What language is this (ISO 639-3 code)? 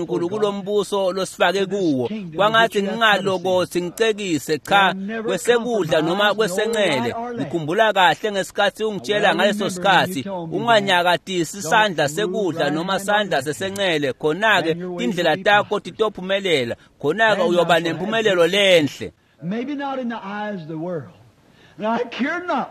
ssw